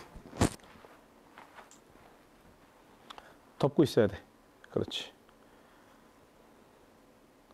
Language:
Korean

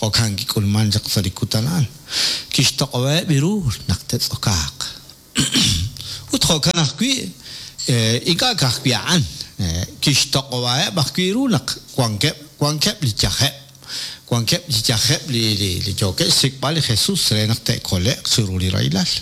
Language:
Kekchí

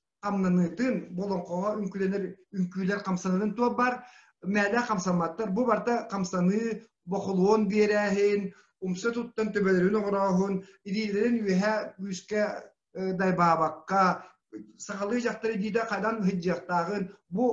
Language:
Yakut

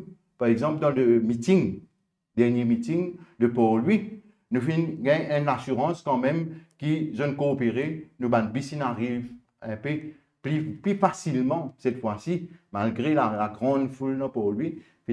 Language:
Morisyen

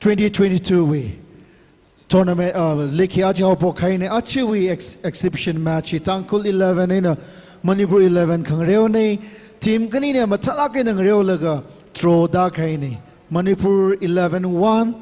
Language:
Tangkhul Naga (India)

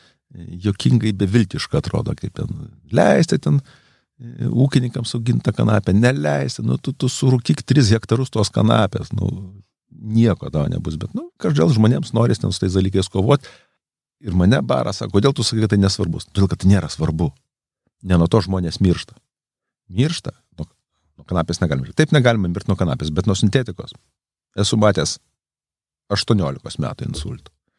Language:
Lithuanian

